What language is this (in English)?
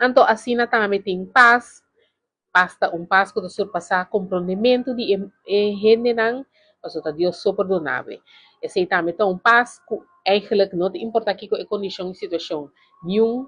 Papiamento